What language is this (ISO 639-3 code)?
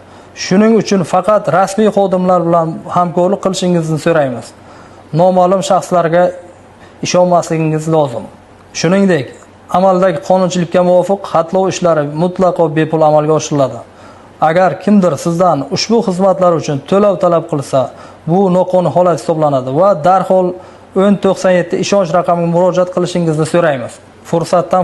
uzb